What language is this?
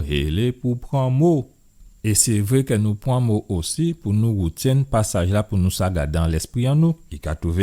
Guadeloupean Creole French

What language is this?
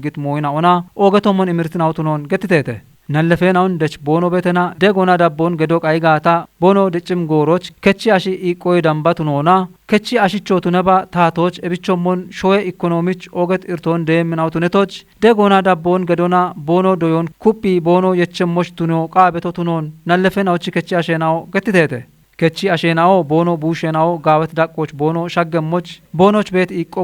Kafa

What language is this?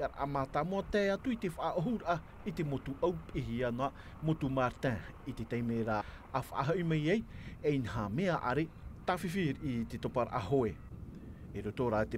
Tahitian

